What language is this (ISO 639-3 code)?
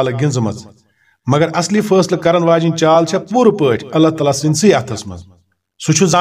kas